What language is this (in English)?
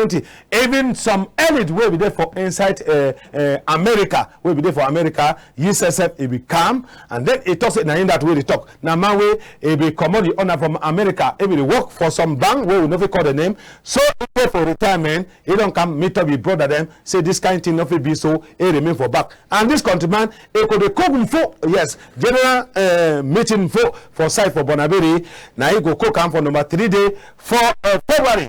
Cameroon Pidgin